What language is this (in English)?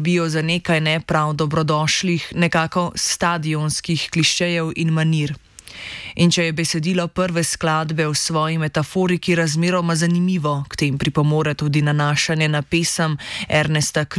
Slovenian